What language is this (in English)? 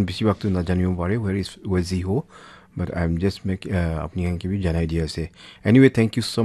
Naga Pidgin